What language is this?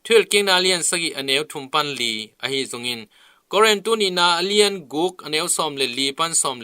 Tedim Chin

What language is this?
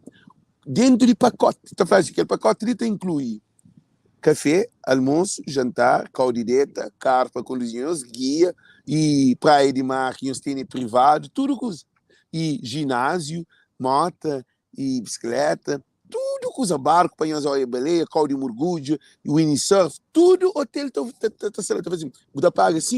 Kabuverdianu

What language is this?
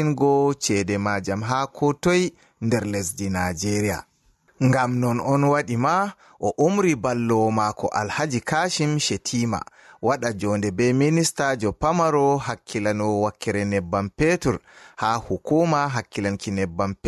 Fula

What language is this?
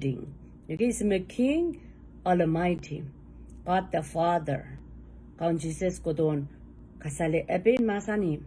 Pohnpeian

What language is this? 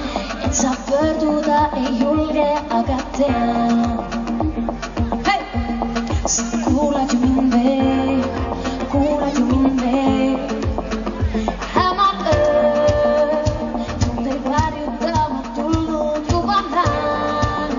Estonian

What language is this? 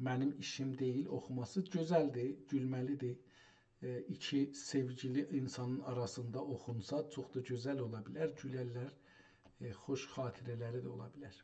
South Azerbaijani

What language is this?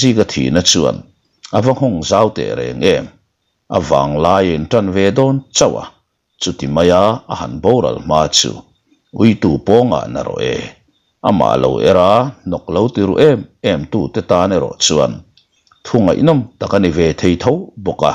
Mizo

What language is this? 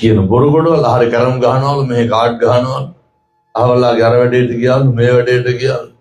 Sinhala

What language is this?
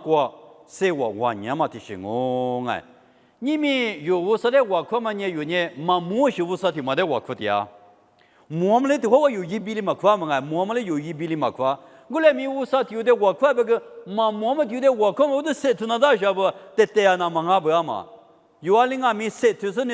Lisu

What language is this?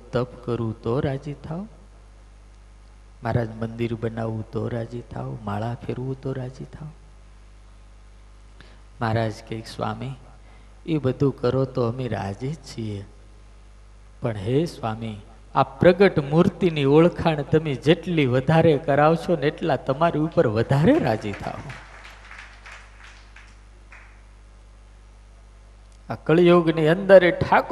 Gujarati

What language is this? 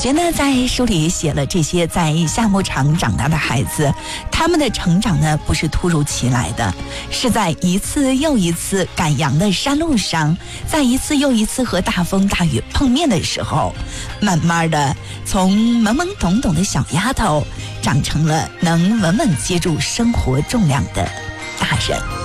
Chinese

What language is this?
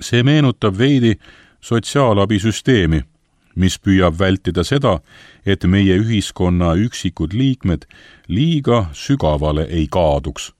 Estonian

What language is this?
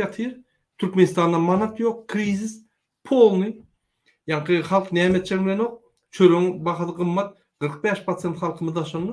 Turkmen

